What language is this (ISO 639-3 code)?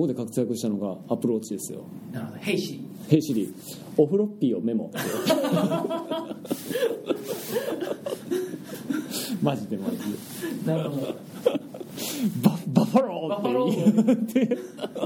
jpn